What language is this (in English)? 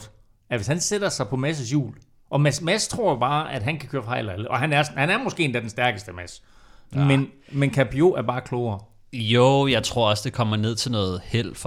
Danish